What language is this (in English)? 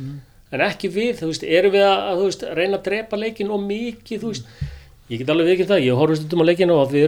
Icelandic